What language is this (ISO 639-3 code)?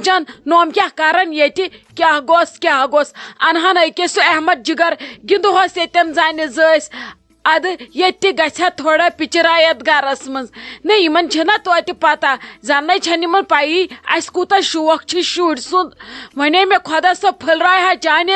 kas